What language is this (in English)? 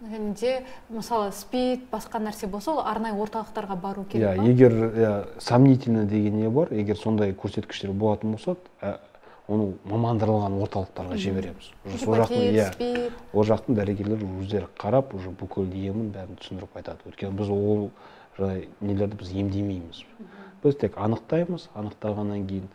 Kazakh